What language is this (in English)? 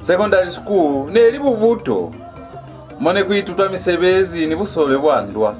Lozi